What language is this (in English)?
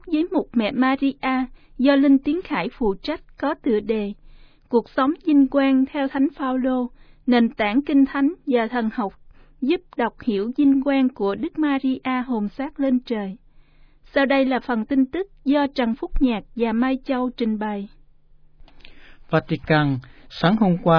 Vietnamese